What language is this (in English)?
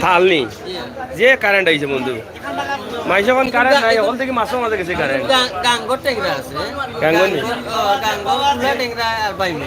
Sylheti